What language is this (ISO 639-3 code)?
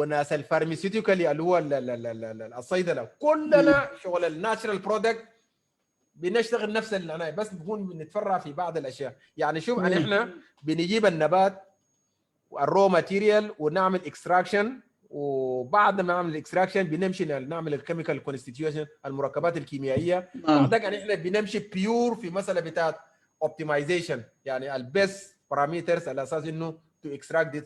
apd